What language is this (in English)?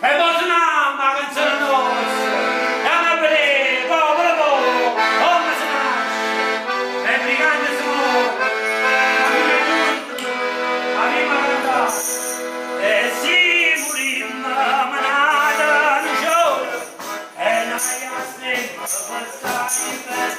Neapolitan